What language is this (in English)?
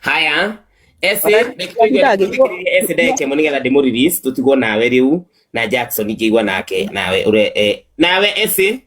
Kikuyu